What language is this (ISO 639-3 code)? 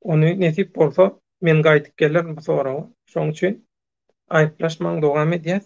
tuk